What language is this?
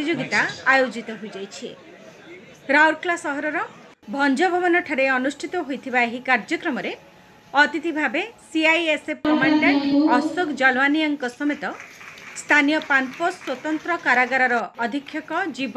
Odia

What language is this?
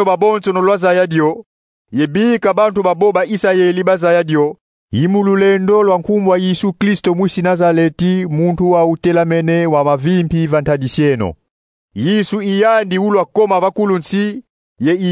Kongo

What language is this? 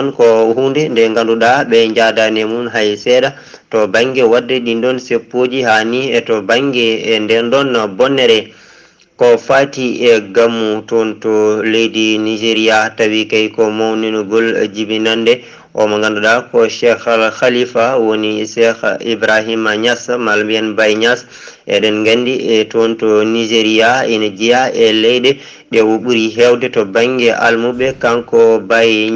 Fula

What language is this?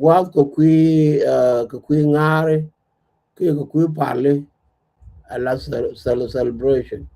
Nuer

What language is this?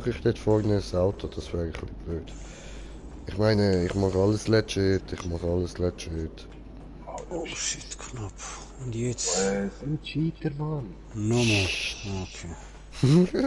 Swiss German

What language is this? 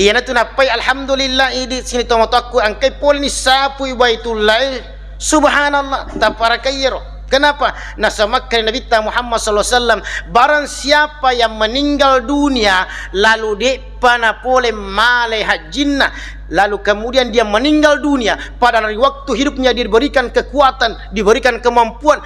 Buginese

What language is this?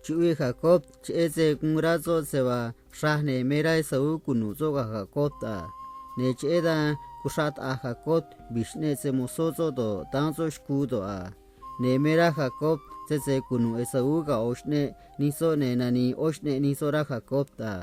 Copala Triqui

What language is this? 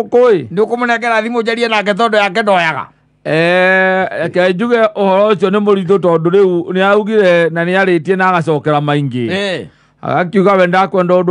Kikuyu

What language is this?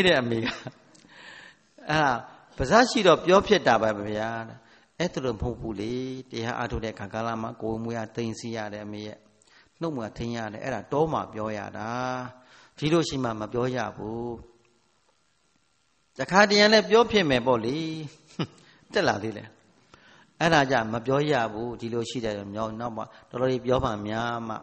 Burmese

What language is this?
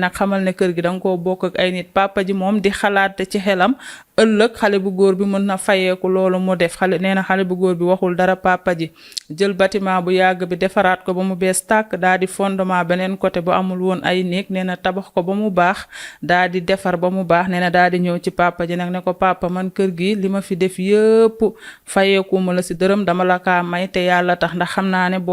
Wolof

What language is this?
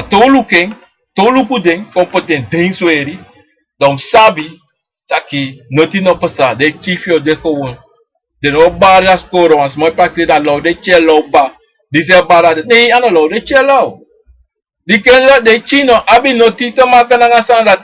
Sranan Tongo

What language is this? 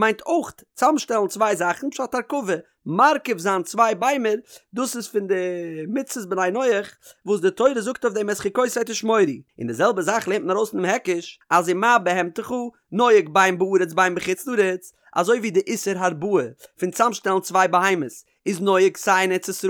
Yiddish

